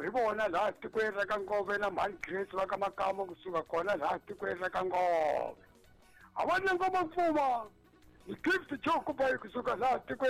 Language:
Tsonga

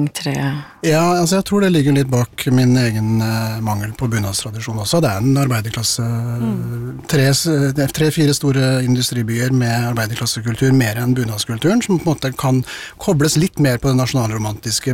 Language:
Norwegian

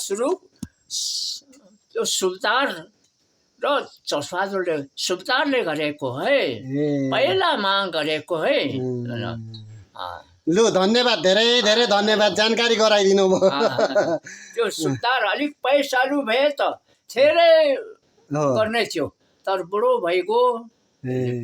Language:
Nepali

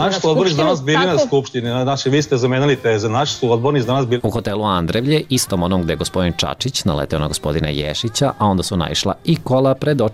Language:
Serbian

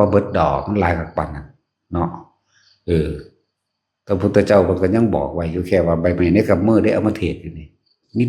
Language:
Northeastern Thai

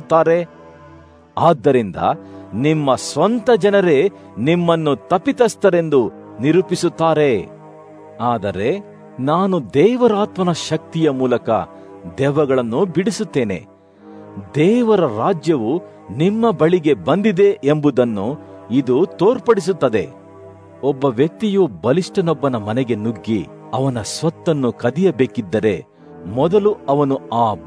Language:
Kannada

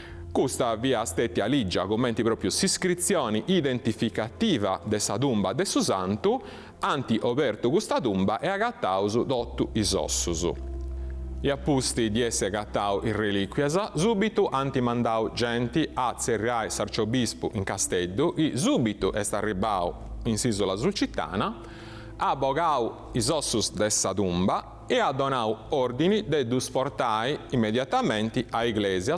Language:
Sardinian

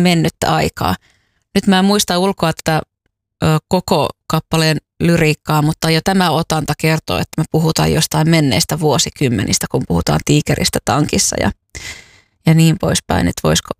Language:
Finnish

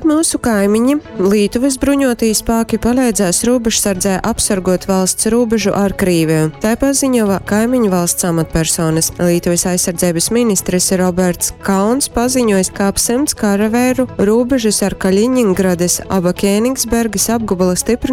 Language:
Latgalian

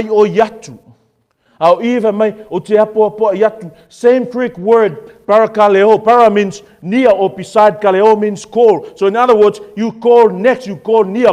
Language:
Samoan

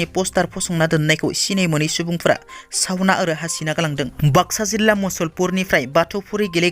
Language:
Bodo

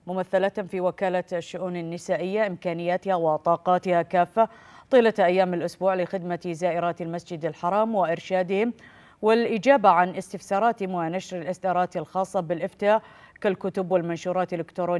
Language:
Arabic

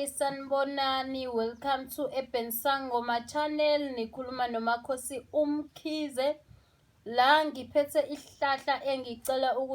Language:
Zulu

